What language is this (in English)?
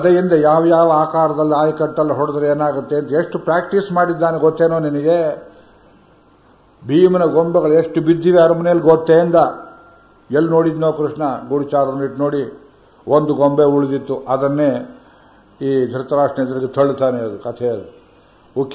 Kannada